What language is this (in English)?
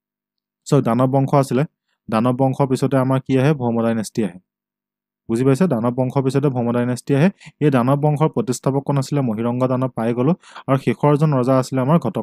Assamese